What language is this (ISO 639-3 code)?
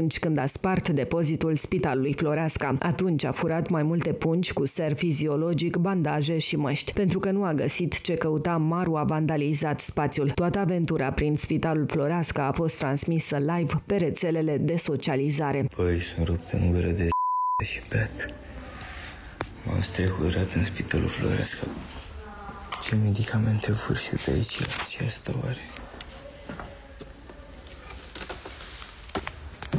ron